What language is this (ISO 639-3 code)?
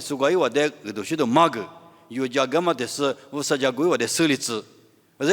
lis